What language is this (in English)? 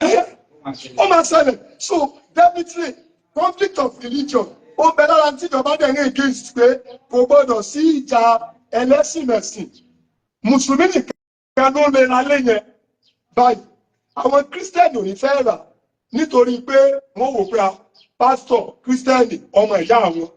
Yoruba